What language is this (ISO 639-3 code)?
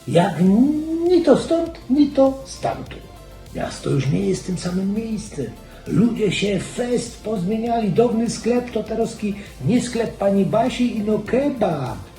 szl